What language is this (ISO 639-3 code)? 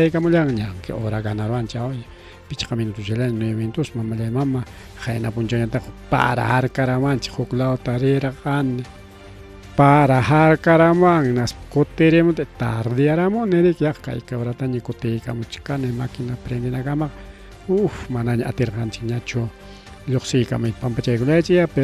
quy